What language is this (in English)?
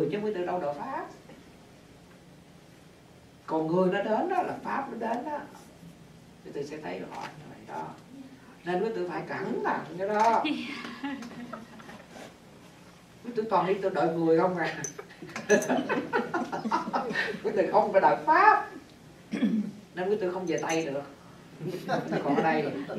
Vietnamese